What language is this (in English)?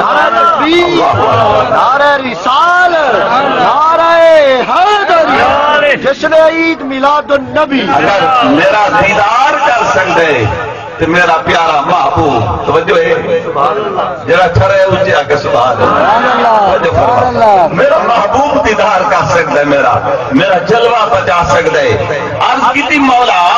Saraiki